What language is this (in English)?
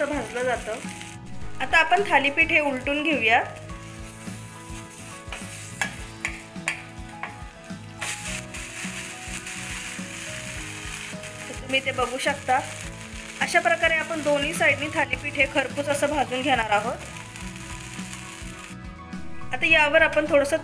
Marathi